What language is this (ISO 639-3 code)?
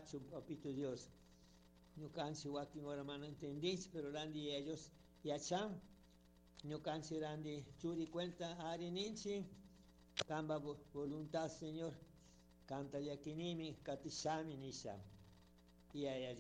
qug